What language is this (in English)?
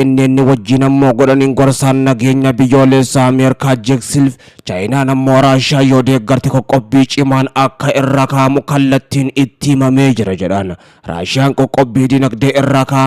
Oromo